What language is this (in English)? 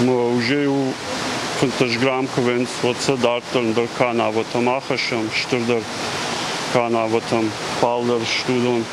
Ossetic